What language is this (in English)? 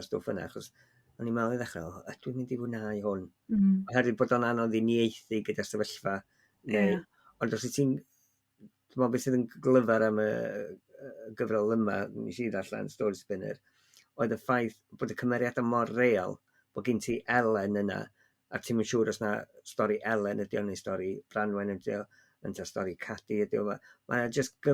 Welsh